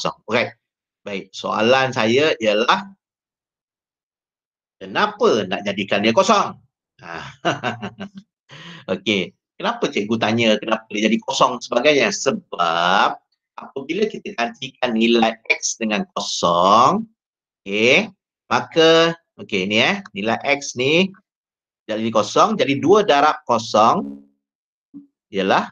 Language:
Malay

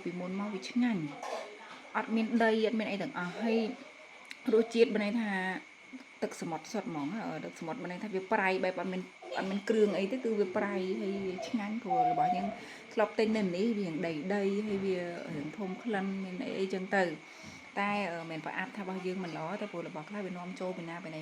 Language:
Khmer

